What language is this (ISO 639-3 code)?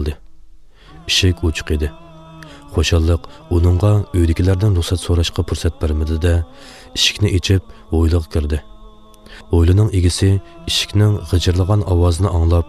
uig